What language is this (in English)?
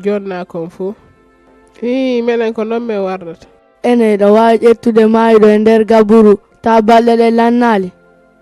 Fula